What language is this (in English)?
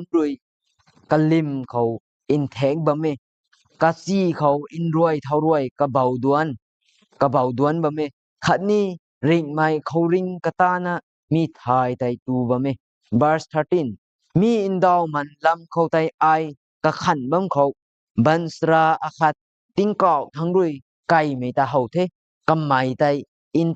Rongmei Naga